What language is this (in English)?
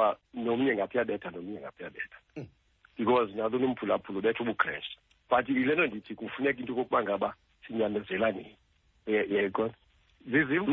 Xhosa